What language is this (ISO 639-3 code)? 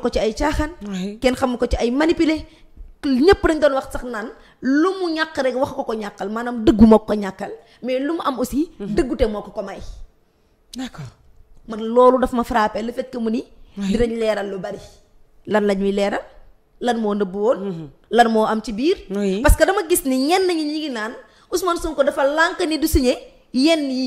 wol